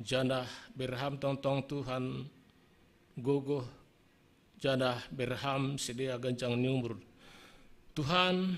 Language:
Batak Simalungun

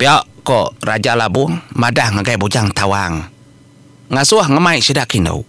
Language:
Iban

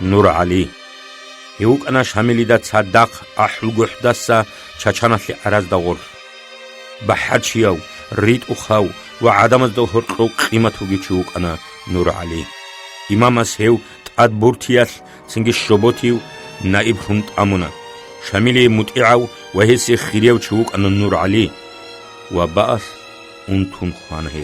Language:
Avaric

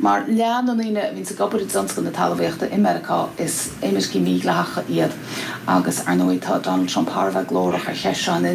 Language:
Irish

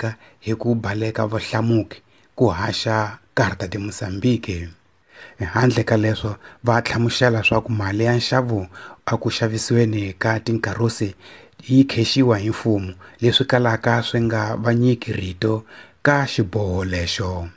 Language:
Tsonga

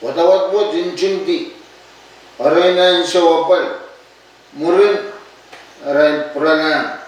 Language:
Pohnpeian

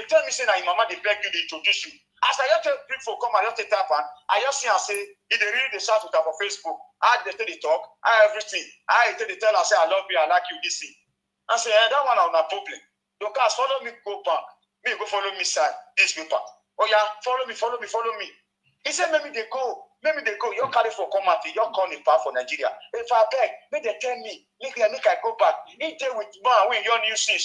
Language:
Nigerian Pidgin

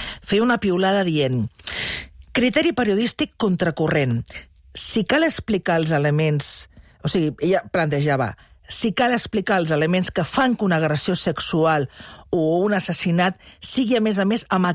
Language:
Catalan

